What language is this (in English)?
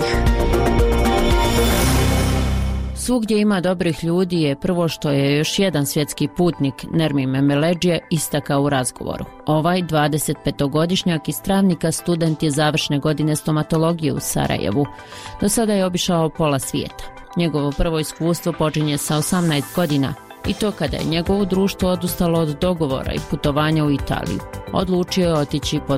Bosnian